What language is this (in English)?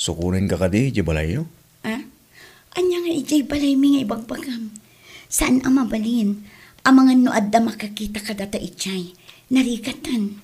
Iloko